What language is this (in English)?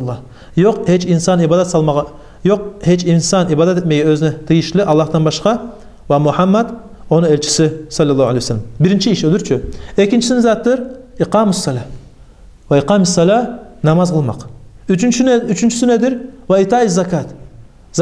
Kumyk